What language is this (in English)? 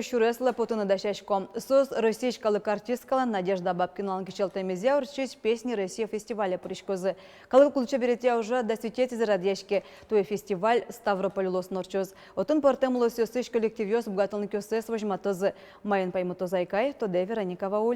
Udmurt